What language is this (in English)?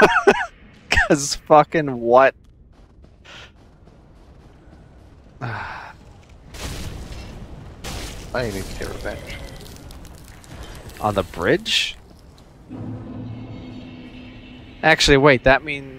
English